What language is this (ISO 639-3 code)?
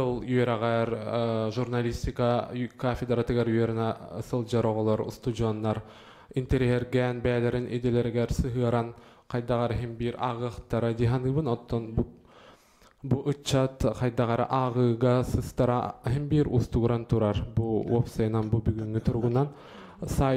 sah